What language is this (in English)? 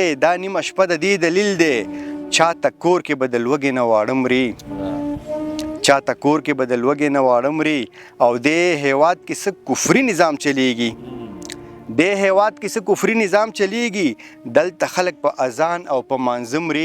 Pashto